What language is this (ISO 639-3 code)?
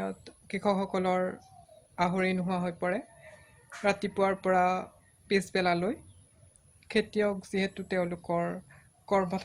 asm